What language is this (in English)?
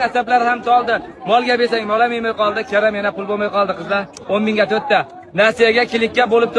Uzbek